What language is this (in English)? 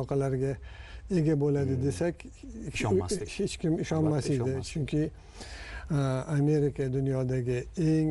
Uzbek